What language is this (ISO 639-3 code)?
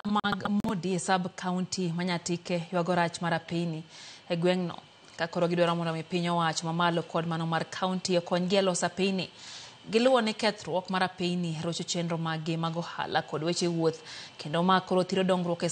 luo